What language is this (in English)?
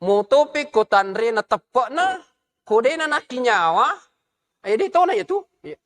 Buginese